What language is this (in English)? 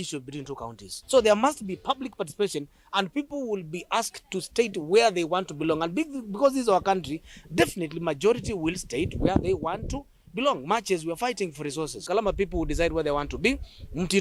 Kamba